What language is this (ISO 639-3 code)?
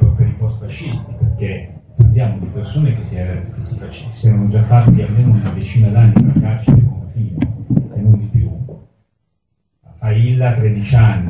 ita